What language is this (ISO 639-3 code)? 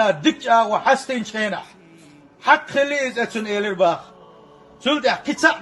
che